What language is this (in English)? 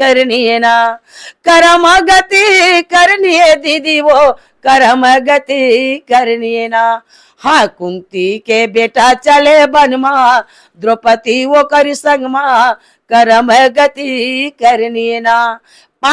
Chhattisgarhi